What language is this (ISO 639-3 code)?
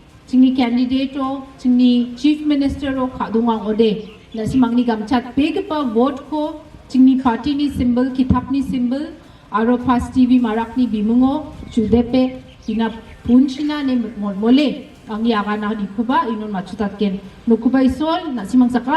grt